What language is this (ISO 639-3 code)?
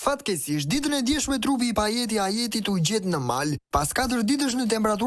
sqi